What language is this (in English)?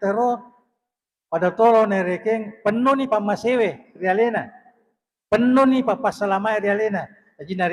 Buginese